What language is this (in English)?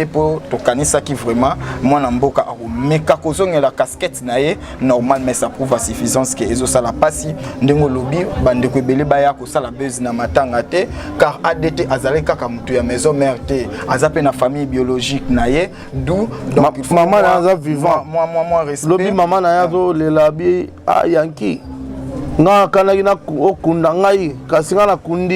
Lingala